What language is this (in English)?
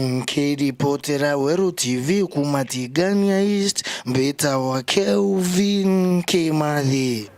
Meru